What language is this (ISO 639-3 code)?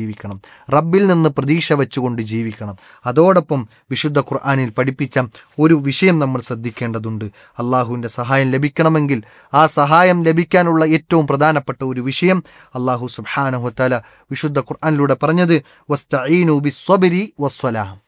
mal